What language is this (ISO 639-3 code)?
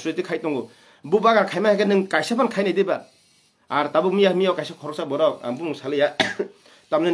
trp